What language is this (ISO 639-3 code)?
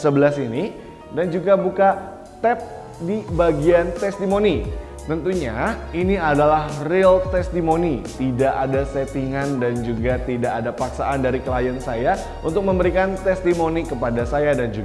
ind